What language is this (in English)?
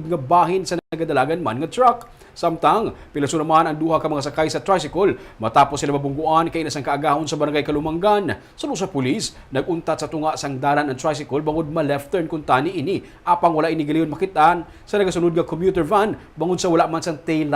Hiligaynon